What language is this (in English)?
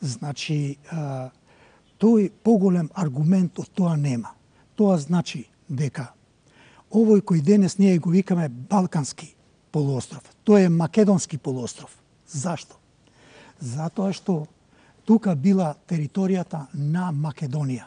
Macedonian